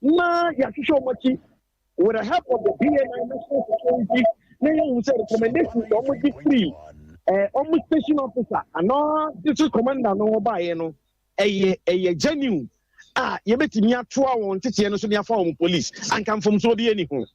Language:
Akan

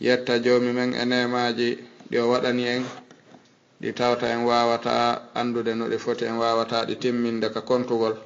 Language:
Fula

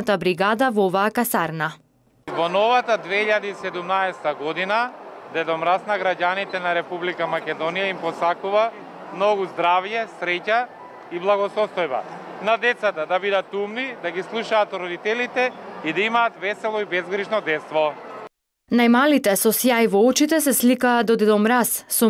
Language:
Macedonian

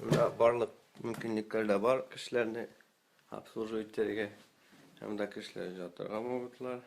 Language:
Tatar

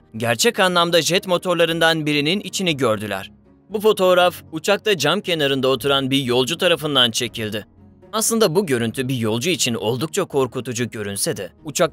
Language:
Turkish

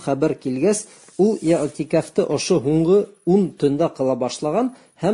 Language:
Bashkir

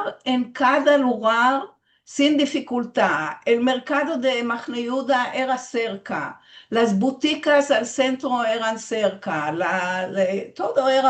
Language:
Ladino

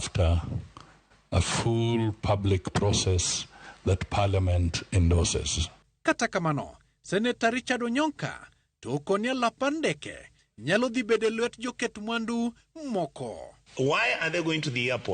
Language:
Luo (Kenya and Tanzania)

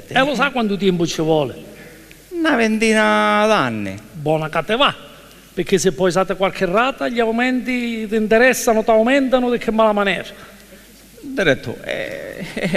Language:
Sicilian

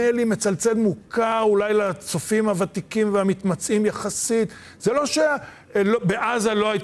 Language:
Hebrew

